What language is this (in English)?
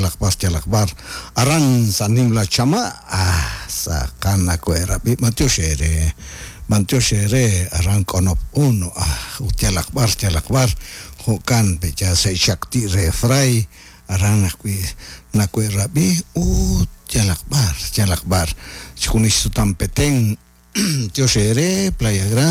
Kekchí